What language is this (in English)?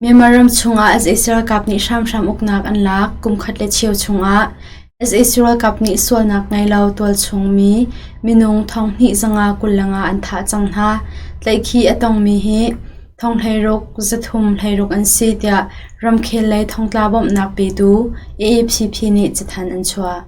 Hakha Chin